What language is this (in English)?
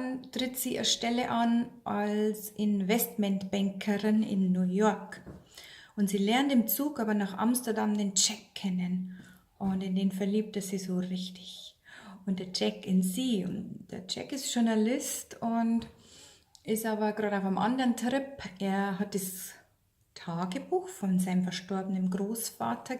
Bavarian